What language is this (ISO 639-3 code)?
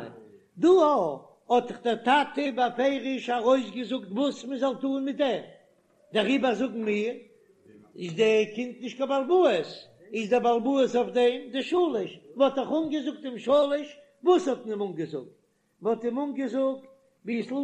yid